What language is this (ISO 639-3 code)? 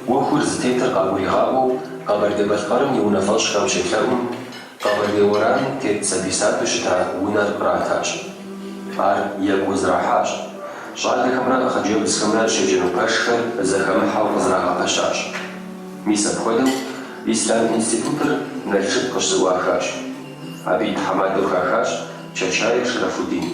kbd